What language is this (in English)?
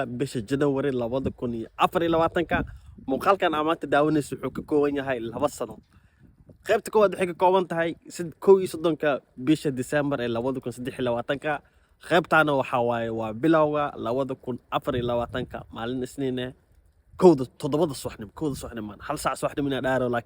Somali